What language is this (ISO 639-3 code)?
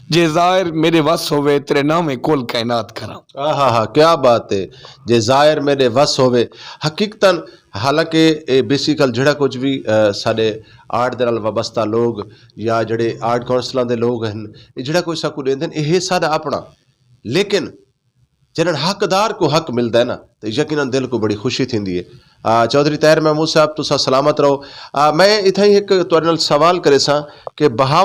skr